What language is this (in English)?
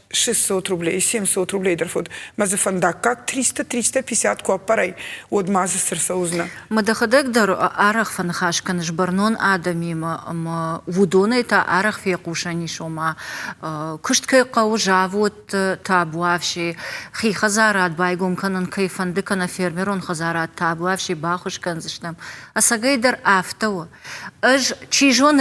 Ossetic